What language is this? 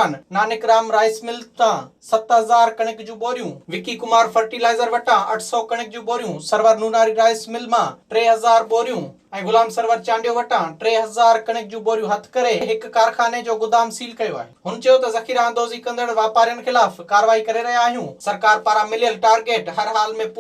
Sindhi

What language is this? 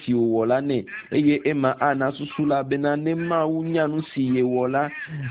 Ewe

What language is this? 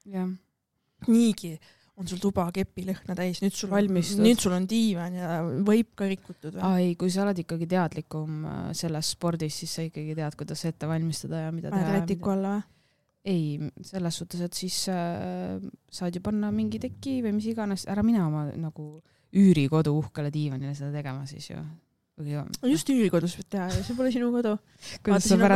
Estonian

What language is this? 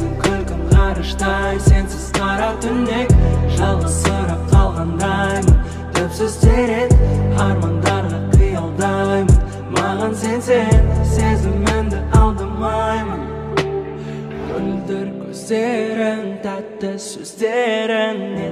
Kazakh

